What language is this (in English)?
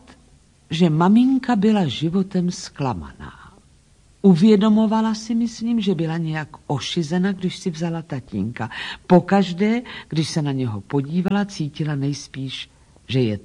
Czech